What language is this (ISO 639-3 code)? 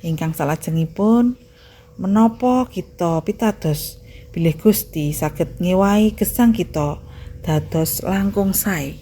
jav